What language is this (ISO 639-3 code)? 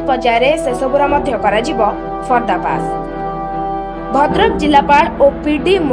ori